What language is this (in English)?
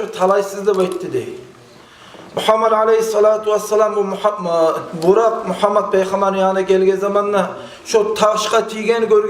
Kumyk